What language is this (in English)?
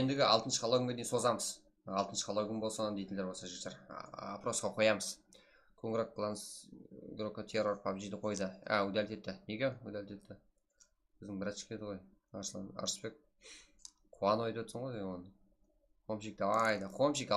Kara-Kalpak